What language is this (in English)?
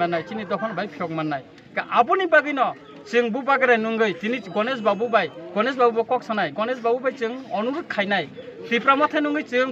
Kok Borok